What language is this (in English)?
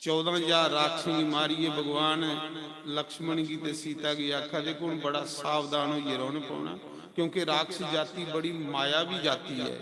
Dogri